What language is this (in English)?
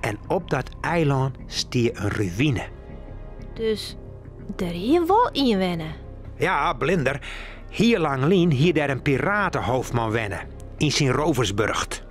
Western Frisian